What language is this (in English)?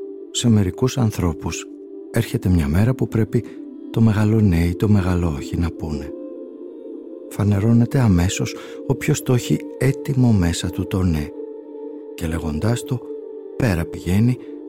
Greek